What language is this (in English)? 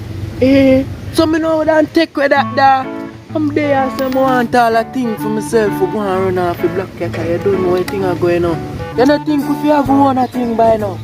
Jamaican Creole English